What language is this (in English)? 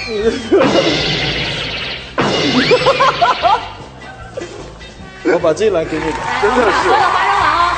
Chinese